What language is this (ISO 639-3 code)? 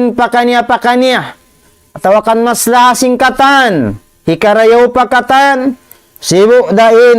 tsg